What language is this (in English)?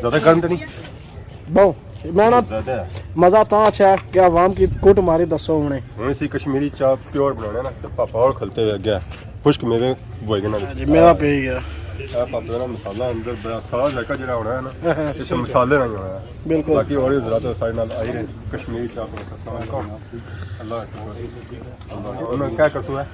Pahari-Potwari